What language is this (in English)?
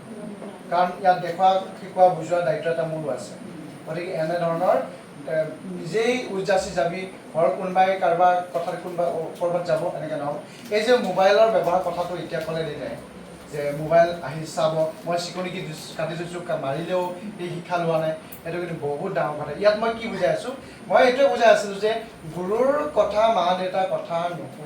Assamese